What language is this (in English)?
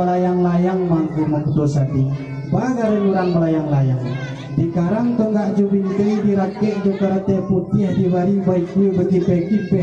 Minangkabau